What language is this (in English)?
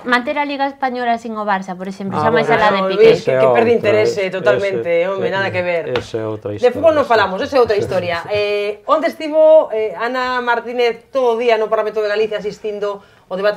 Galician